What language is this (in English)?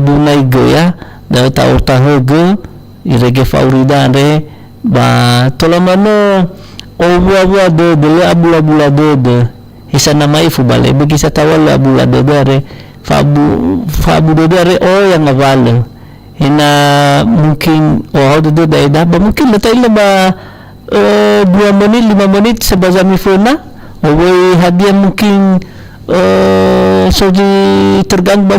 Nias